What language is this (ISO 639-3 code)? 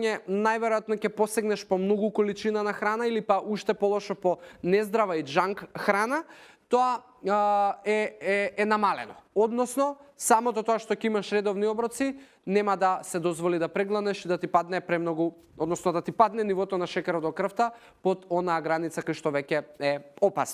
mkd